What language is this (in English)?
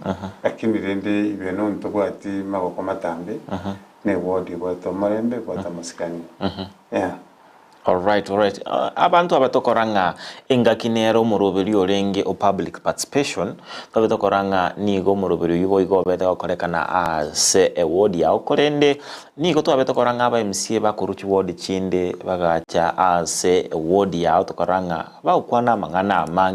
Gusii